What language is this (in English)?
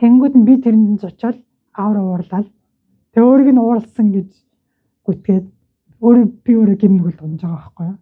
Mongolian